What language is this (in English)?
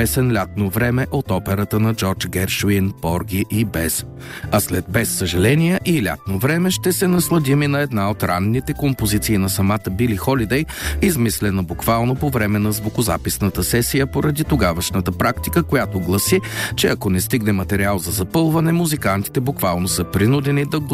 Bulgarian